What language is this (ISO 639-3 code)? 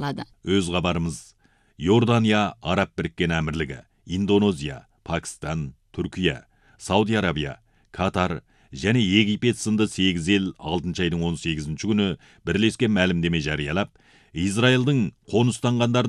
kaz